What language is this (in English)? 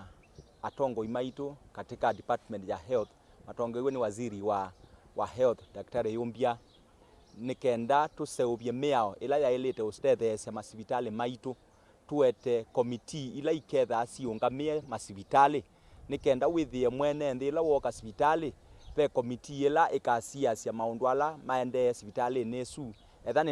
Kamba